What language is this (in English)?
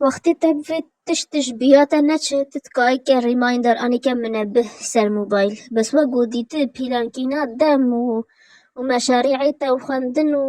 Kurdish